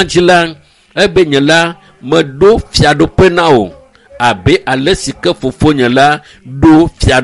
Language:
Ewe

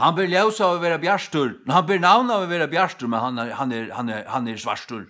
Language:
Faroese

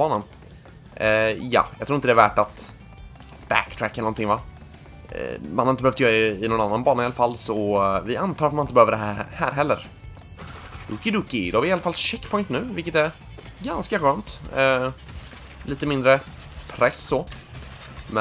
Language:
Swedish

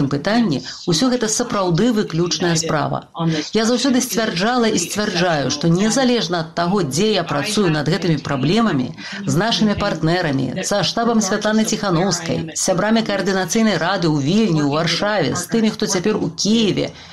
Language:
Belarusian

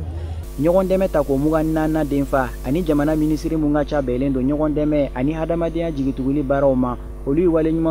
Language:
Bambara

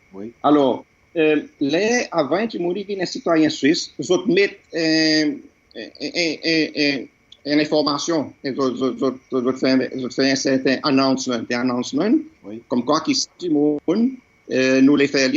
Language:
Seselwa Creole French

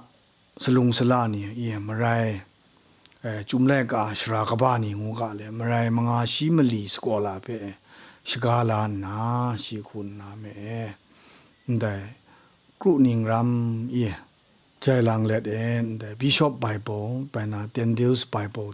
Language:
Kachin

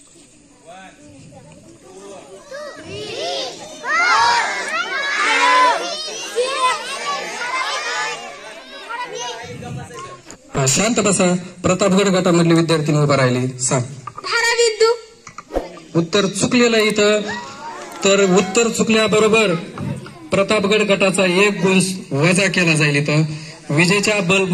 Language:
Marathi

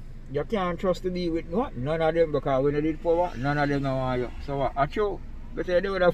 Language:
Jamaican Creole English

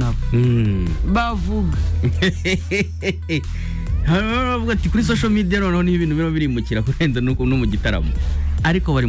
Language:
Kinyarwanda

